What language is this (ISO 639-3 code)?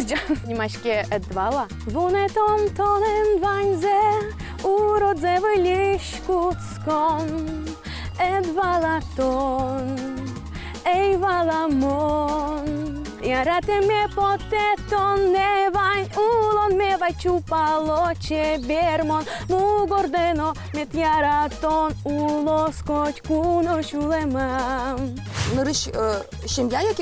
udm